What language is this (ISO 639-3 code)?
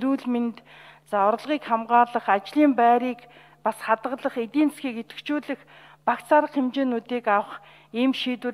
mon